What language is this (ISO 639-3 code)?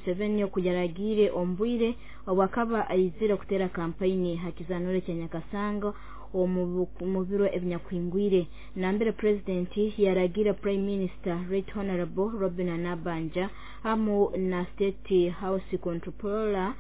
nyo